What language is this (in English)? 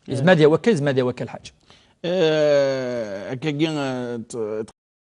Kabyle